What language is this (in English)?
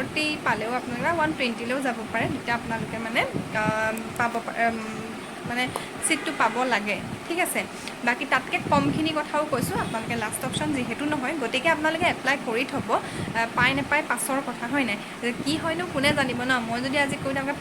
Assamese